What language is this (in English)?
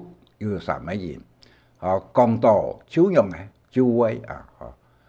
Hakka Chinese